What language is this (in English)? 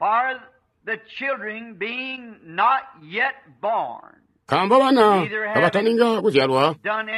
Tonga (Zambia)